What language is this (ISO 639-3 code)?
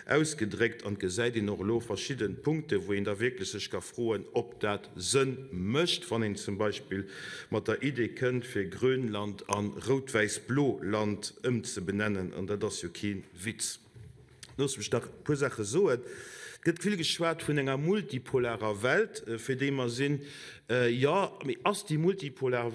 ltz